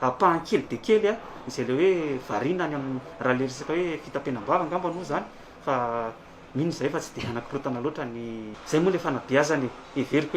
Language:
Malagasy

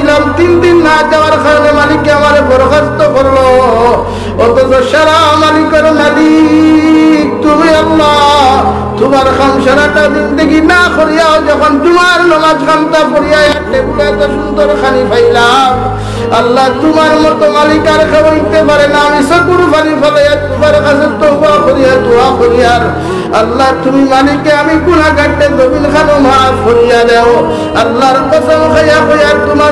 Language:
Sylheti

